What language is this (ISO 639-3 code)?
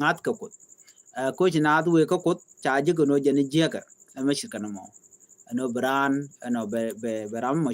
nus